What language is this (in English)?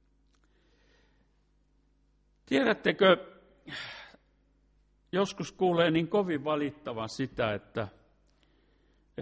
Finnish